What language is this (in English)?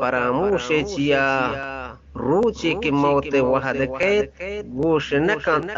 Eastern Balochi